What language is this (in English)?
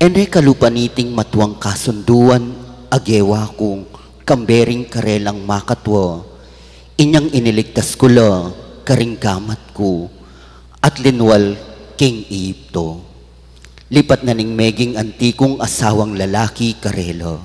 Pampanga